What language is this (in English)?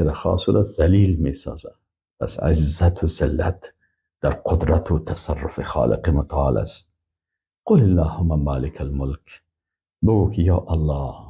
Persian